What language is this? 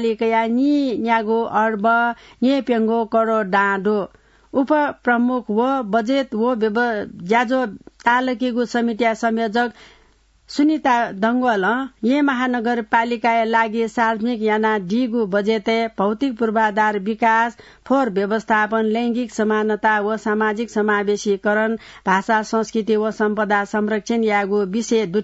Newari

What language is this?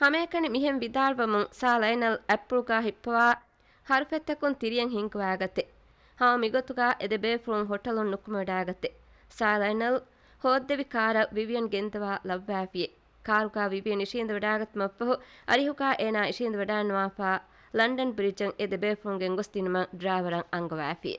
Divehi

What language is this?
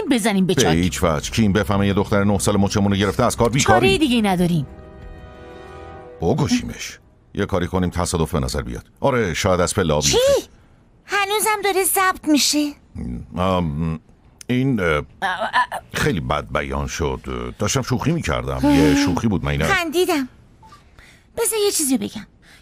Persian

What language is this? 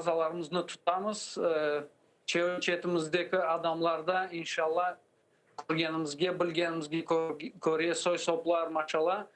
Crimean Tatar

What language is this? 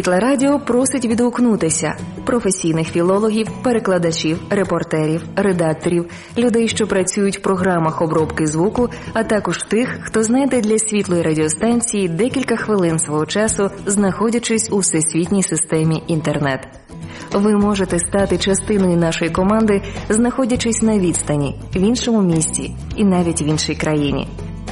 Ukrainian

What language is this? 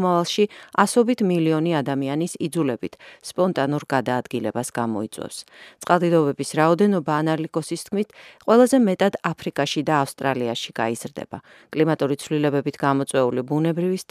Georgian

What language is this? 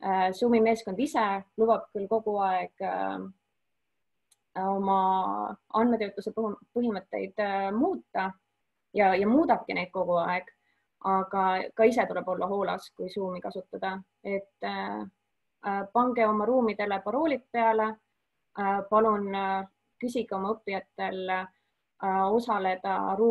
Estonian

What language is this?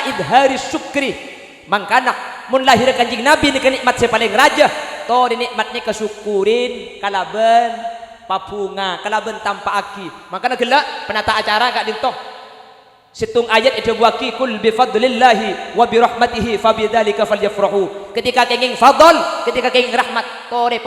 Madurese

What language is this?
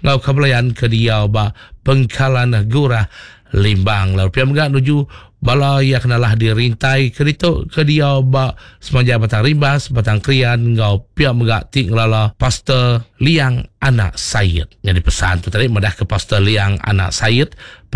Iban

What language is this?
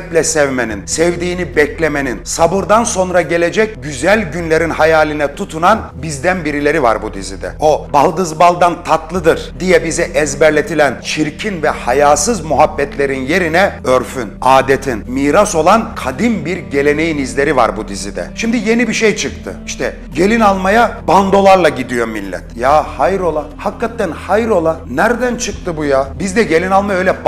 Turkish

